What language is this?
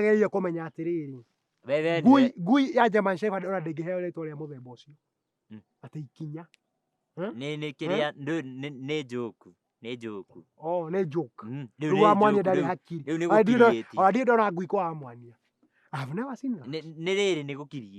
Kikuyu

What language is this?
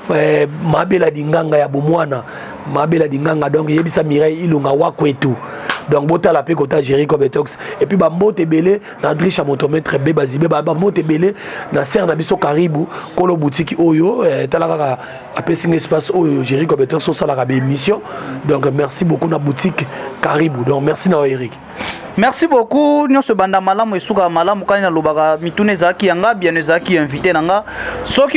Lingala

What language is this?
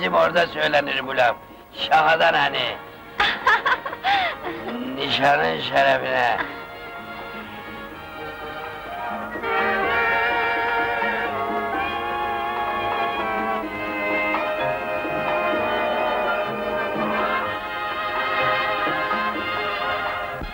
Turkish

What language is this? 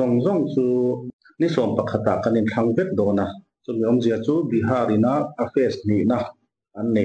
Mizo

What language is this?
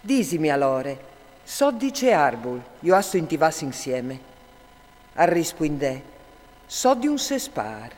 Friulian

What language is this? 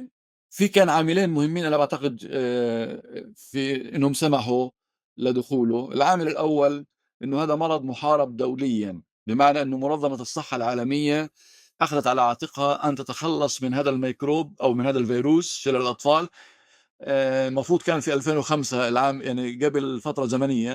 North Levantine Arabic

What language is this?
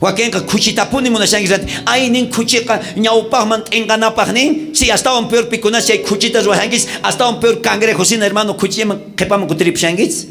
South Bolivian Quechua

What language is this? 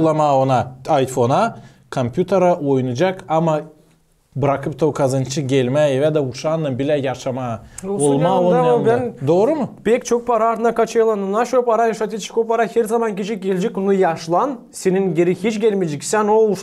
Gagauz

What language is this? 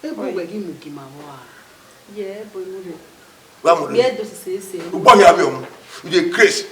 Bini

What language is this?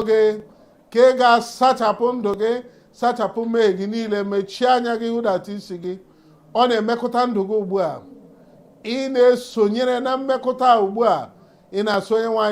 Igbo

